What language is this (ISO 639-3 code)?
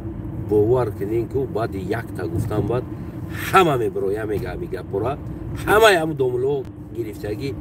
tgk